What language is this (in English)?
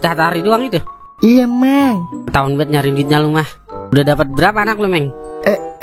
Betawi